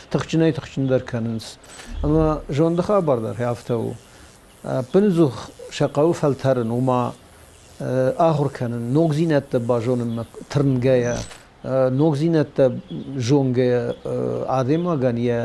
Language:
Ossetic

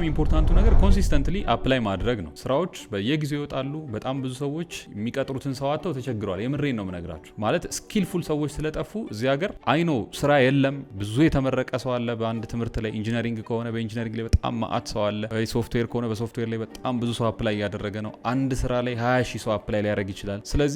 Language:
Amharic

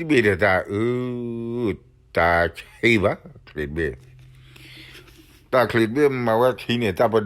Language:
S'gaw Karen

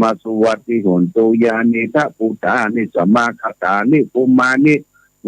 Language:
Pali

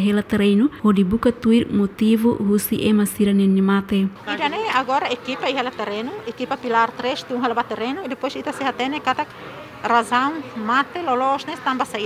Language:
Tetum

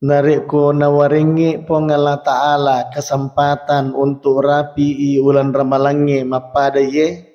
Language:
Buginese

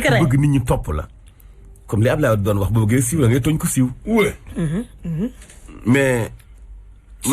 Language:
Wolof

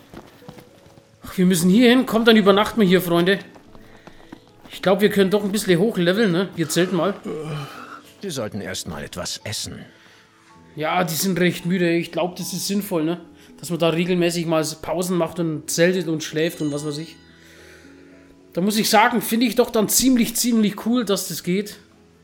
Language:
German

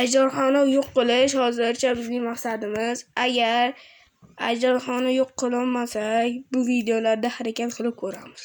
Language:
Uzbek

